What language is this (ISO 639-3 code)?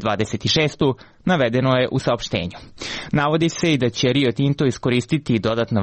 srp